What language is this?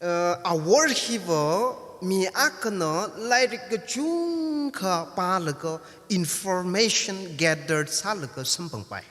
Tangkhul Naga (India)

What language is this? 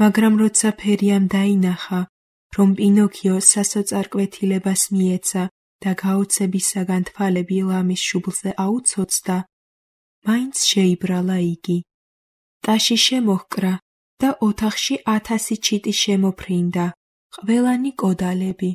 Georgian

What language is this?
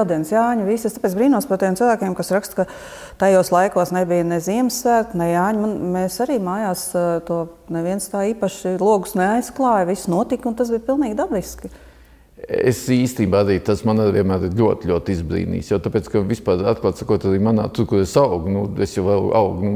Latvian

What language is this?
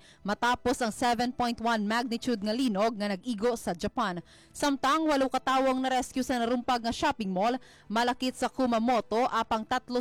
Hiligaynon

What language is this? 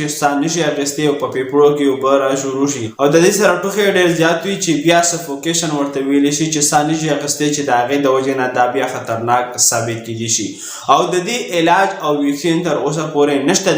Pashto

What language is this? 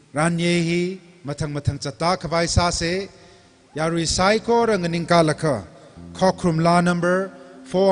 Tangkhul Naga (India)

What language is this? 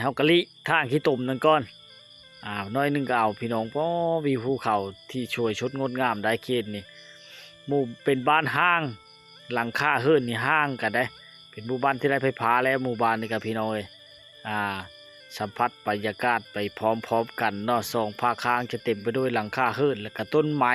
Lao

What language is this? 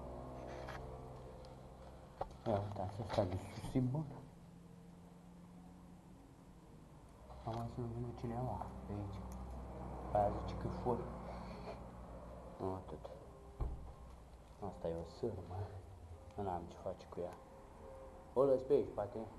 Romanian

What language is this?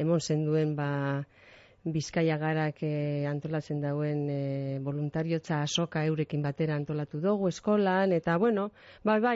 Basque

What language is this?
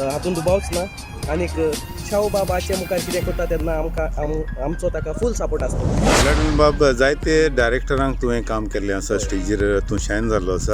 Konkani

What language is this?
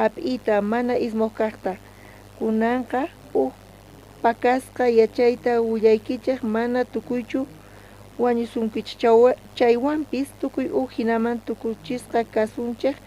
South Bolivian Quechua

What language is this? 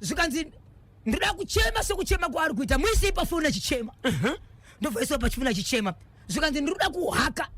Shona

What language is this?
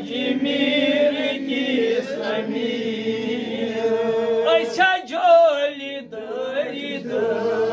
Kashmiri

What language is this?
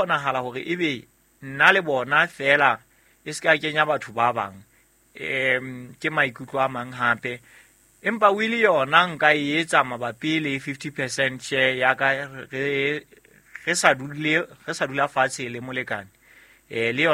Southern Sotho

